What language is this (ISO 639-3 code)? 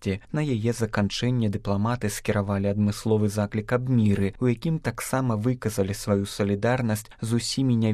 bel